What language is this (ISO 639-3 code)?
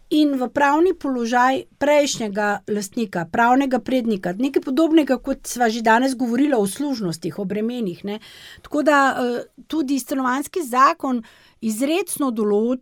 slv